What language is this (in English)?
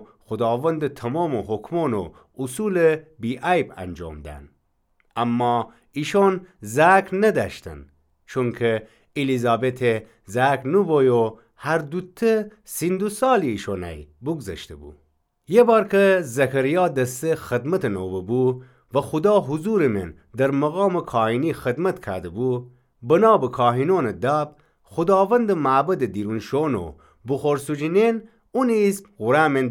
Gilaki